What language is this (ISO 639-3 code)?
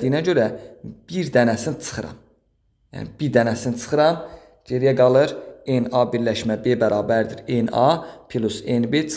aze